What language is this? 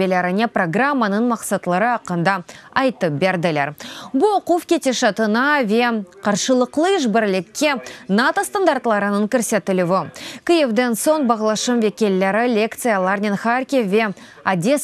Crimean Tatar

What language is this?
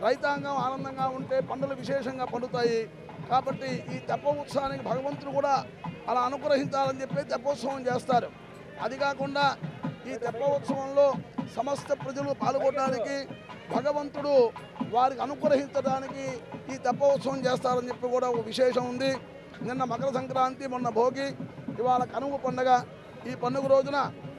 Telugu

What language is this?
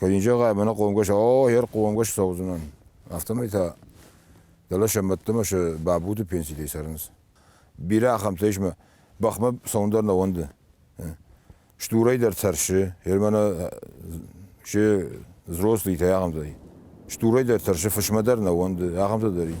Ossetic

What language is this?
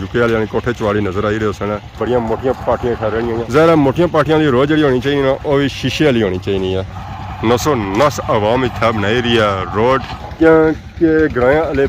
Pahari-Potwari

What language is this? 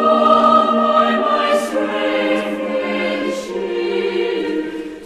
Aymara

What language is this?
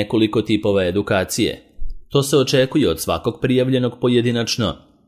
Serbian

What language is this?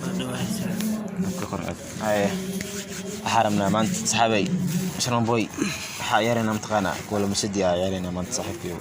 Somali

